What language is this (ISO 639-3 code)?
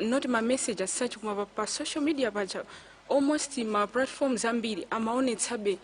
nya